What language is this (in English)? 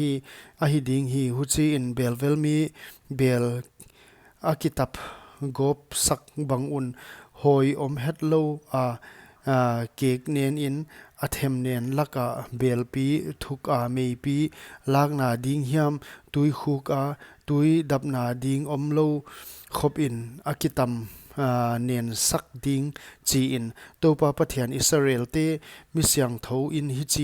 Paite Chin